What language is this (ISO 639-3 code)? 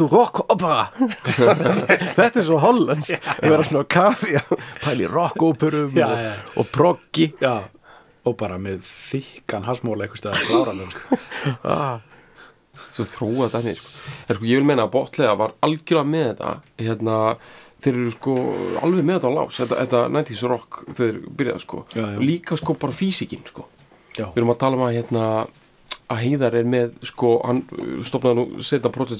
isl